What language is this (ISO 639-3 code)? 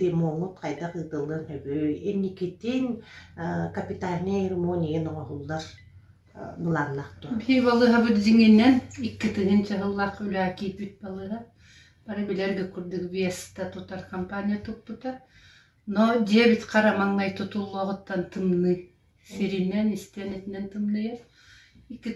sah